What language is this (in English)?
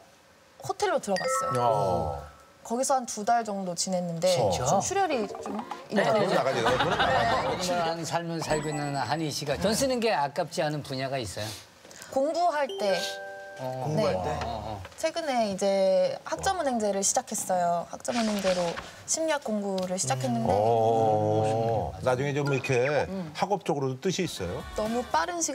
Korean